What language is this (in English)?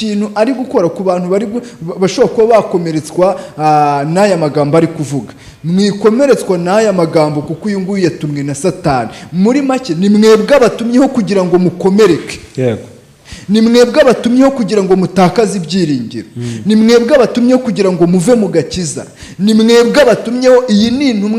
Kinyarwanda